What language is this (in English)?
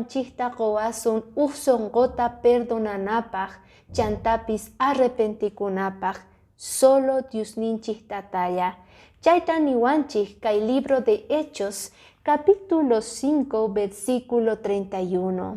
Quechua